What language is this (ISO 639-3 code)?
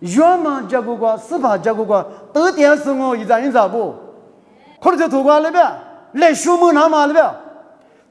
lis